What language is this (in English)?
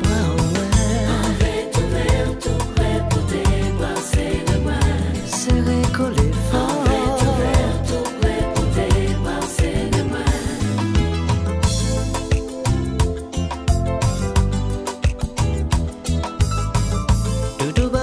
French